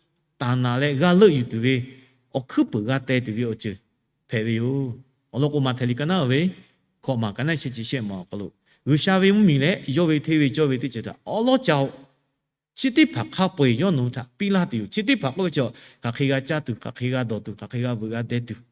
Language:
Lahu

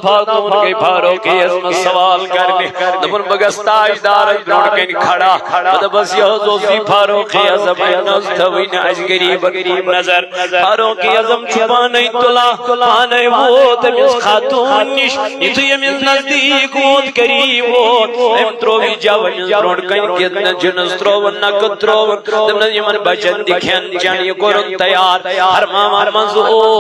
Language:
Kashmiri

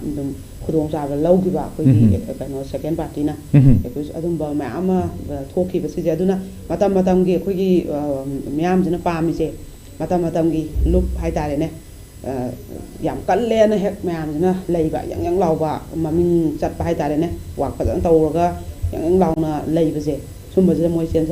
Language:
Manipuri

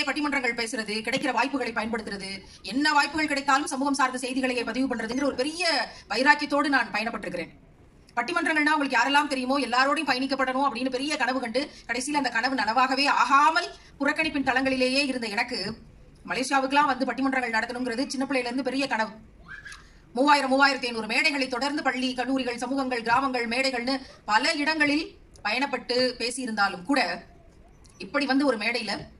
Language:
Tamil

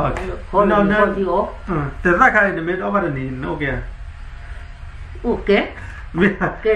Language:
S'gaw Karen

